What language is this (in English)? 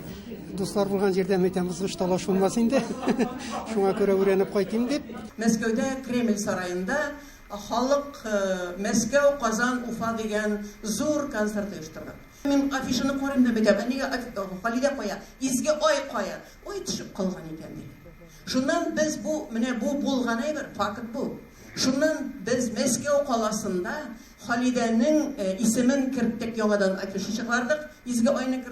Tatar